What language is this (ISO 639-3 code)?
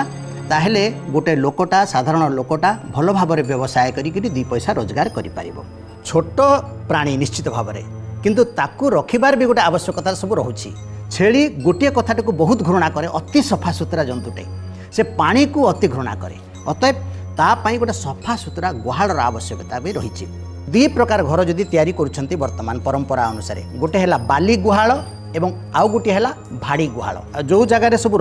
ori